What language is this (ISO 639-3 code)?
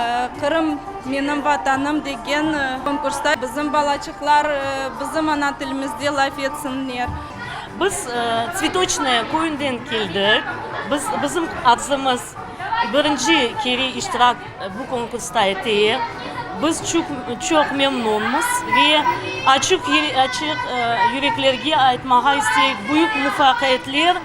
crh